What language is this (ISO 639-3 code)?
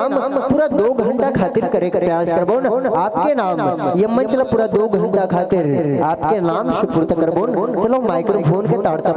hne